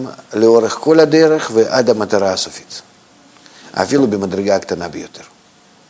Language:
Hebrew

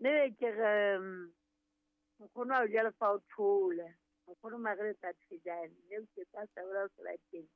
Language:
Southern Sotho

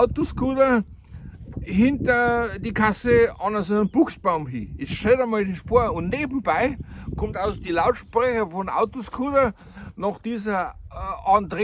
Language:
Bavarian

